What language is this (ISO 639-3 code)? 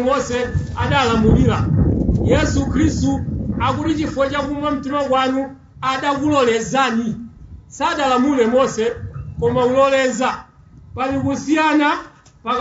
nya